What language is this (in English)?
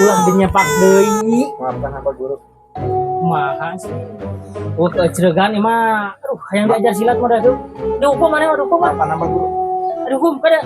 Sundanese